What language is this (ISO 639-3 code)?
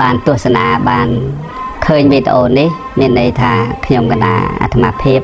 khm